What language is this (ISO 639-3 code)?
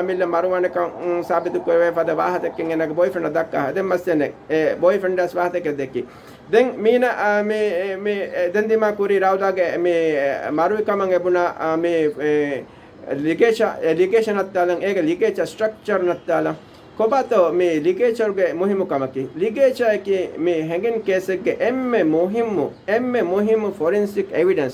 div